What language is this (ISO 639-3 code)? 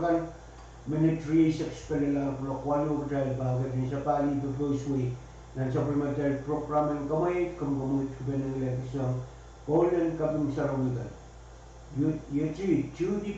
pon